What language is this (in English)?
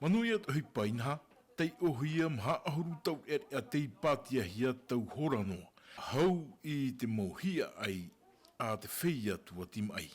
Tahitian